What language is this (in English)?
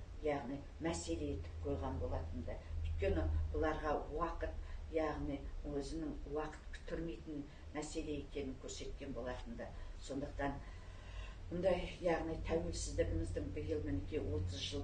Kazakh